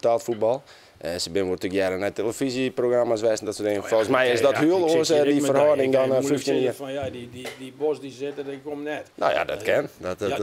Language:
Western Frisian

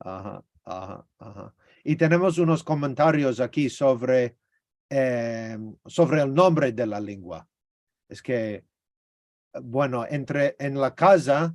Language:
Ladino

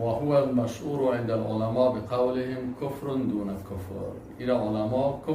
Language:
Persian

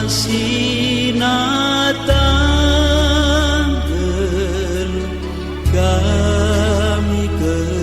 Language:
Batak Karo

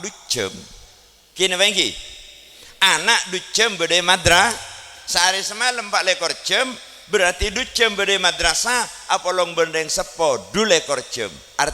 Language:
Madurese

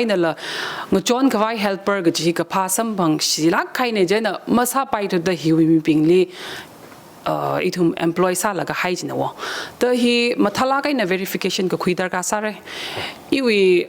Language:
Tangkhul Naga (India)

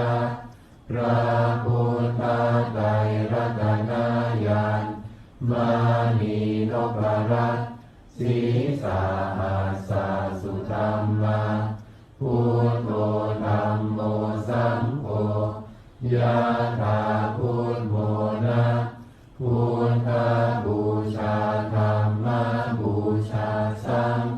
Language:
Pali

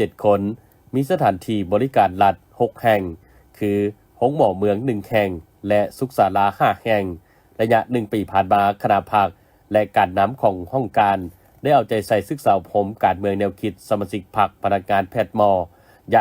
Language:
Lao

